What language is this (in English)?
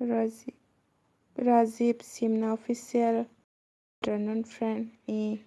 Kok Borok